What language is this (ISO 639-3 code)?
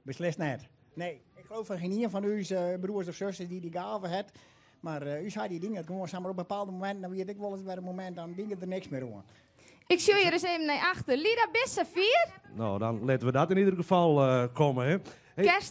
fry